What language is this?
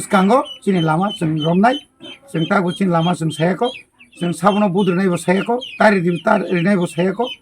Kok Borok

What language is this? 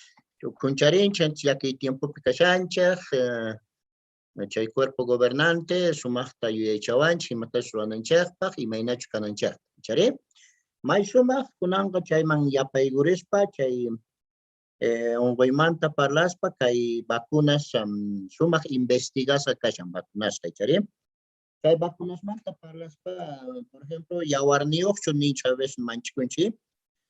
Quechua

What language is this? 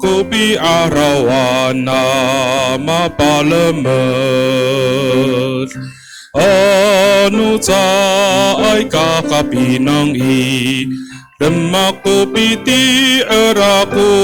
Amis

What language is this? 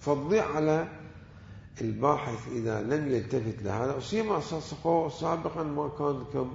Mesopotamian Arabic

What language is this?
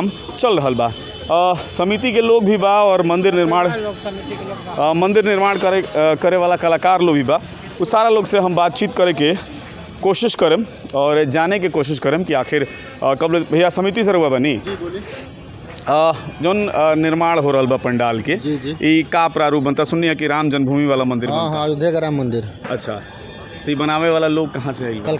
Bhojpuri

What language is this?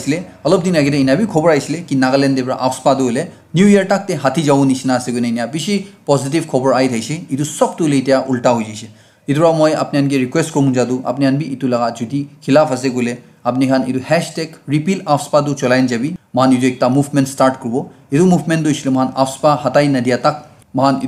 Naga Pidgin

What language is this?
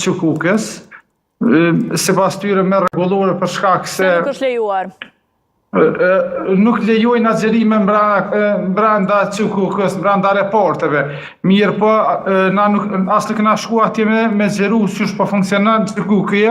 Albanian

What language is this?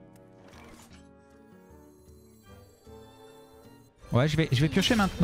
French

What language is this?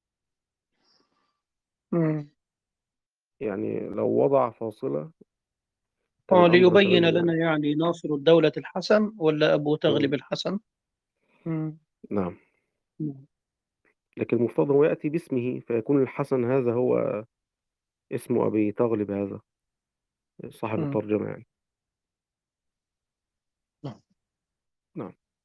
Arabic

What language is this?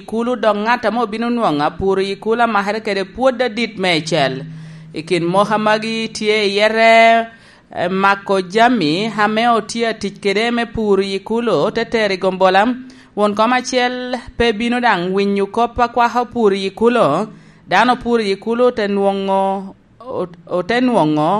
Lango (Uganda)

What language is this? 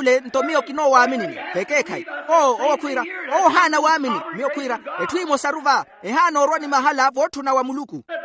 Makhuwa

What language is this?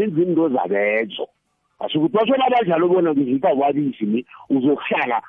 South Ndebele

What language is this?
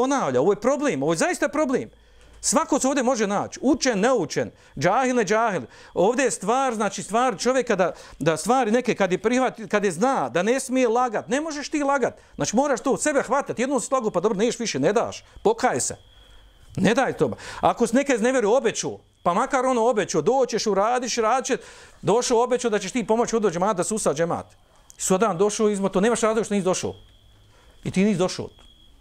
Bosnian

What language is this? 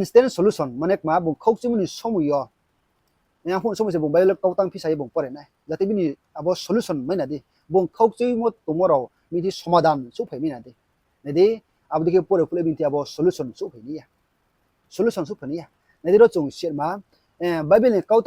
Riang (India)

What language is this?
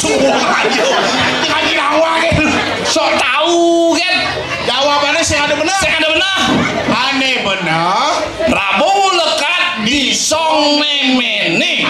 Balinese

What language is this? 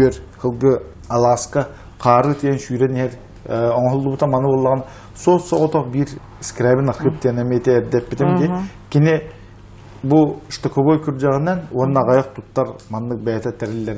Yakut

